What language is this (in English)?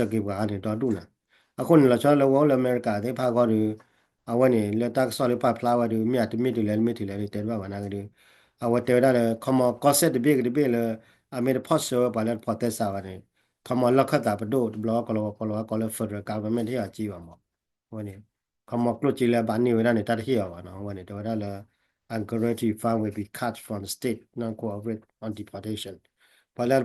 S'gaw Karen